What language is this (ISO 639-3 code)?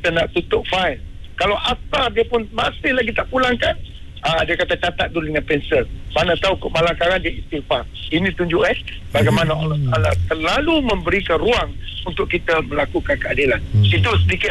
msa